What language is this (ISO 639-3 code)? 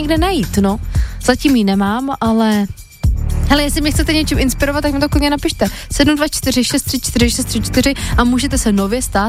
ces